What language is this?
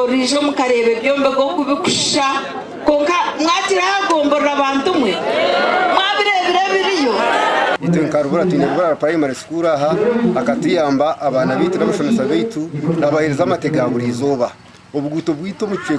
Nyankole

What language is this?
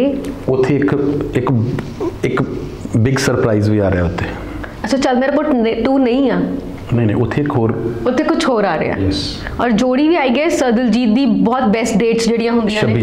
Punjabi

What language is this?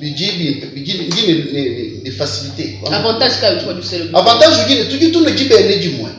Luba-Lulua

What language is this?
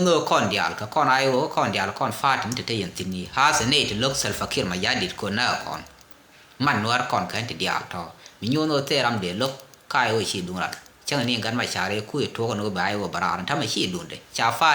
Nuer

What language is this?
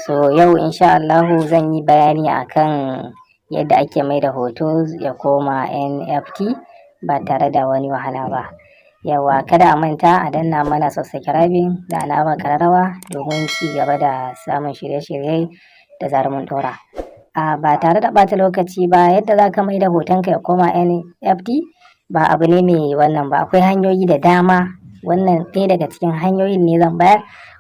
Hausa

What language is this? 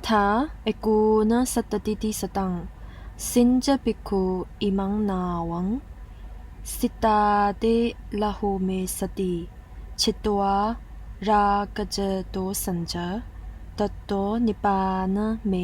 Pali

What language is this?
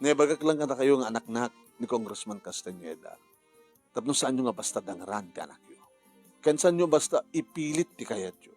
Iloko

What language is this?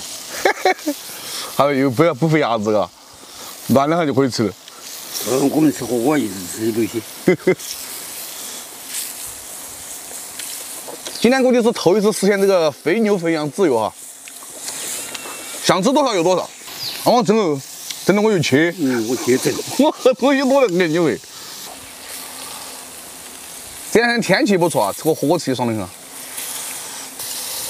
Chinese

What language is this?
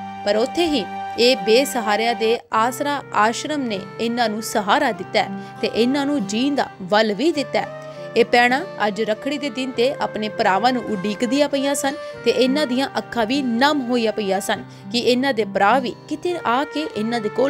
Punjabi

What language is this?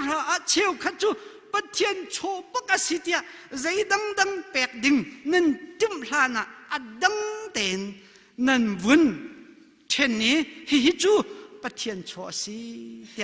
Hakha Chin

